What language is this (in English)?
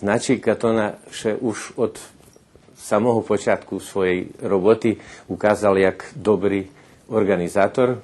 Rusyn